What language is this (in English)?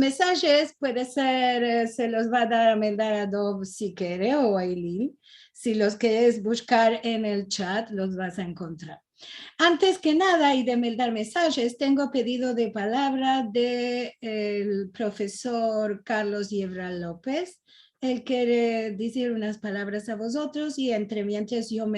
Ladino